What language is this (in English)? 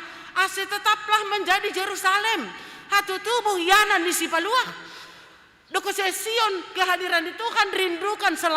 Batak Simalungun